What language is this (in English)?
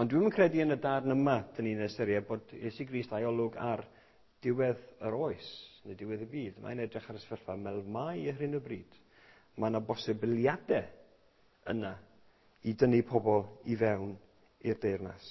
Welsh